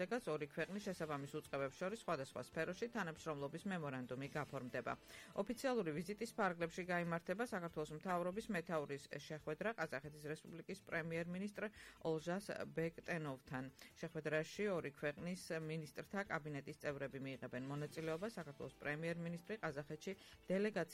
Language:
Georgian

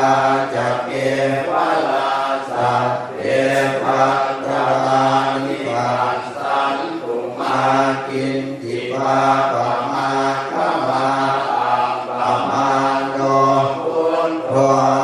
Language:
Pali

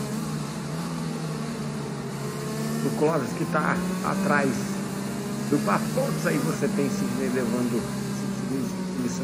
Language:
Portuguese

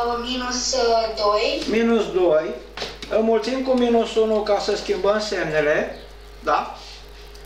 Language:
Romanian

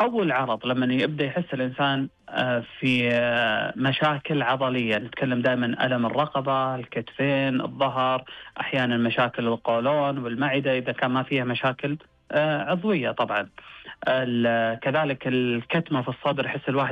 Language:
Najdi Arabic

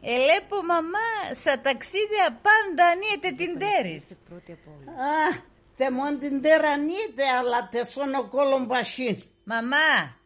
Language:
Pontic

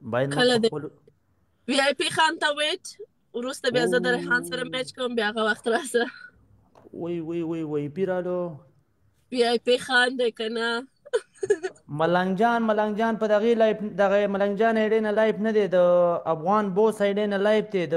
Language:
Pashto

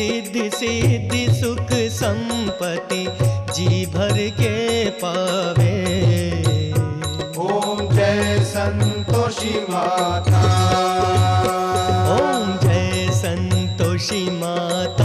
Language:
Hindi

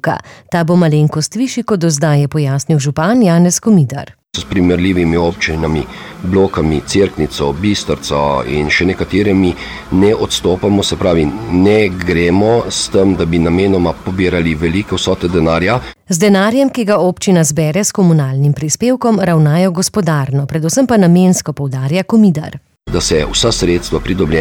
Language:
Slovenian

